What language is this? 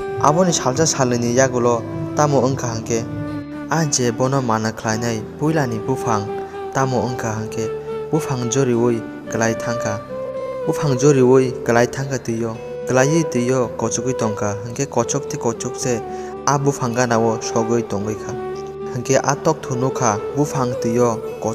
Kok Borok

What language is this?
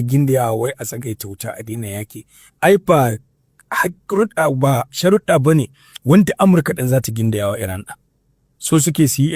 Hausa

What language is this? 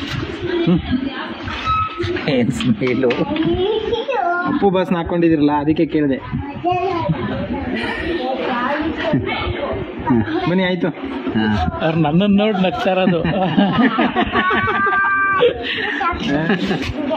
Kannada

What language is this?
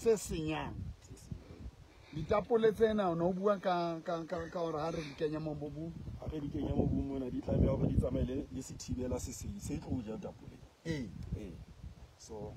Southern Sotho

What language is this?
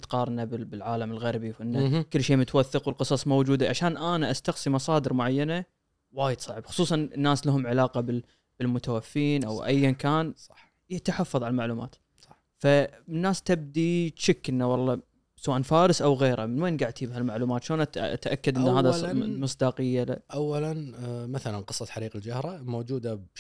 Gulf Arabic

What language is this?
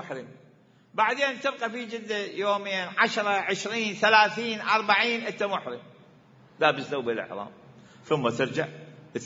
Mesopotamian Arabic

